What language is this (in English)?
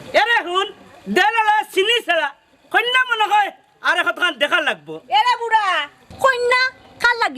Sylheti